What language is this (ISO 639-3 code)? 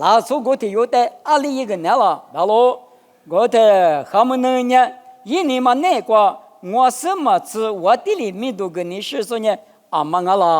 lis